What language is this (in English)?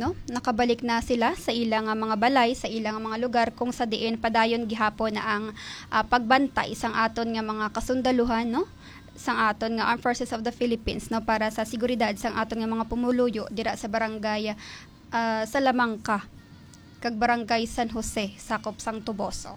Hiligaynon